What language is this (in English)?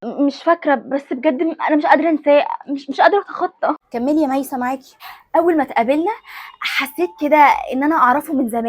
Egyptian Arabic